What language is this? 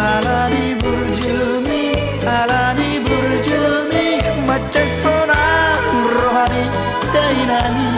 Batak Toba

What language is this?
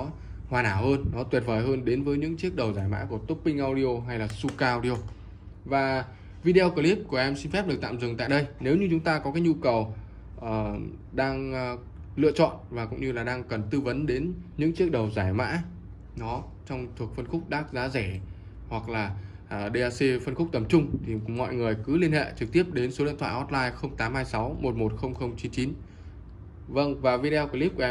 Vietnamese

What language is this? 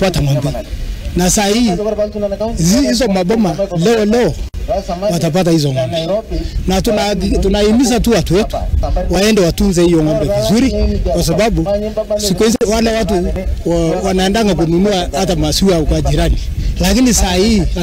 Swahili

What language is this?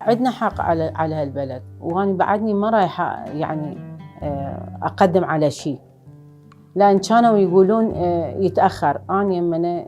Mesopotamian Arabic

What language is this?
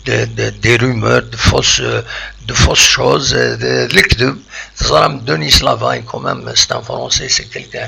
Kabyle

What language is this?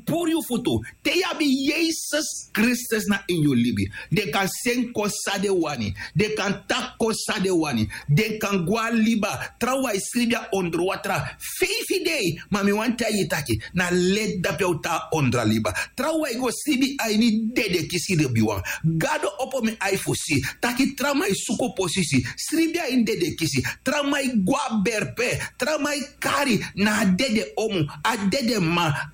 Sranan Tongo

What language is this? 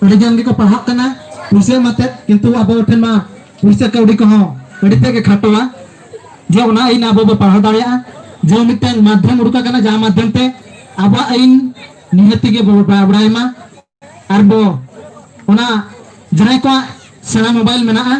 Santali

